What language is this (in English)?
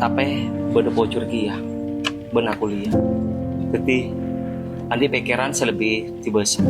Madurese